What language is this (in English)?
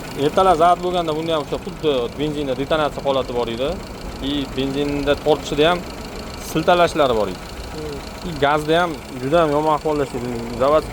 Uzbek